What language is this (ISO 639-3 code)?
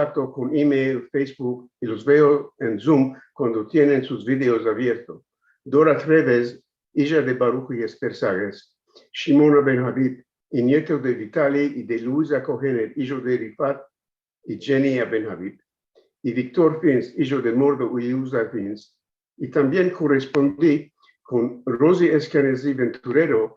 lad